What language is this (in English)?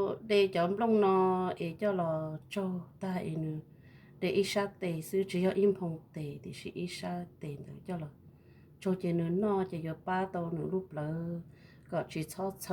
Hmong